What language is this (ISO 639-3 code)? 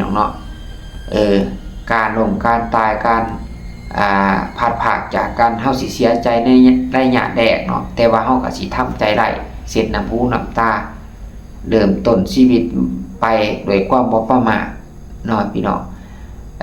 lao